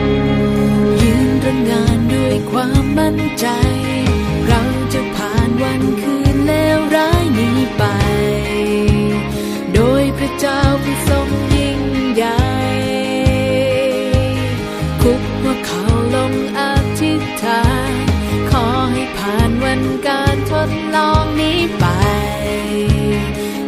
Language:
Thai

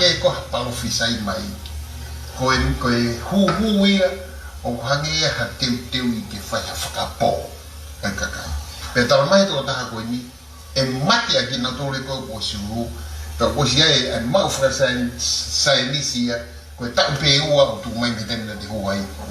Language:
Tongan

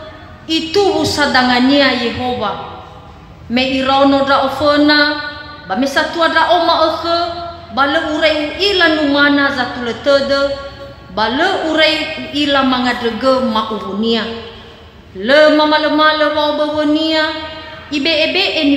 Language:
Nias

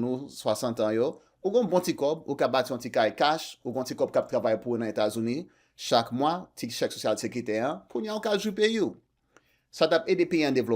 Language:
Haitian Creole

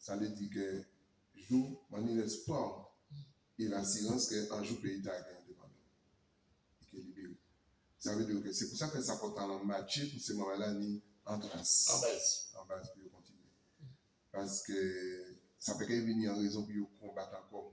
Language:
Guadeloupean Creole French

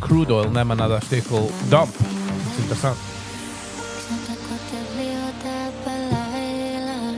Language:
Yiddish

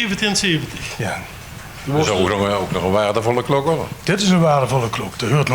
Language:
Limburgish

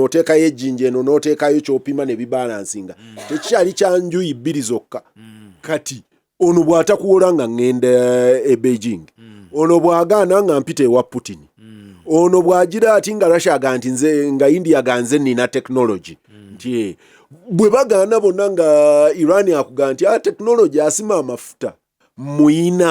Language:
Ganda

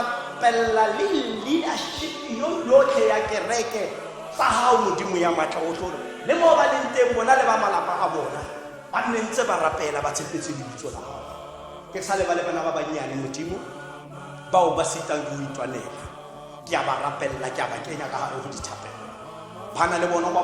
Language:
Tswana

